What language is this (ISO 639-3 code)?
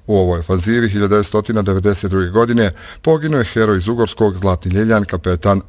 bos